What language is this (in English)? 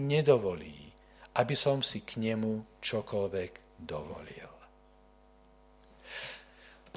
Slovak